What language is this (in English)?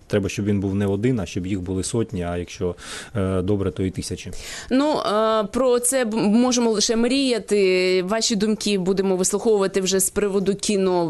Ukrainian